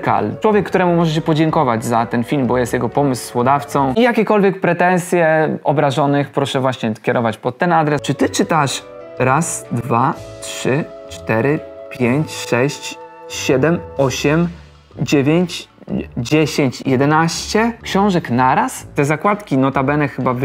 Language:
Polish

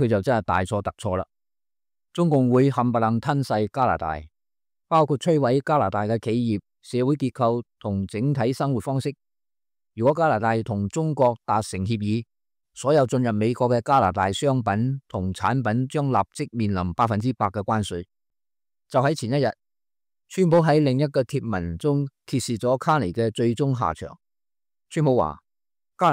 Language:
Cantonese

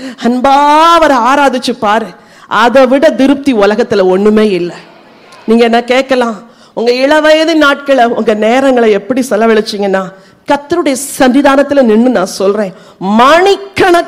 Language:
Tamil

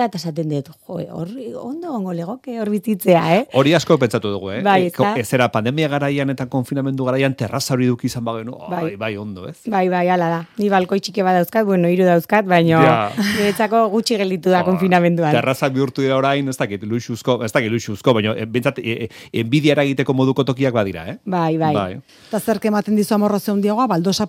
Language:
Basque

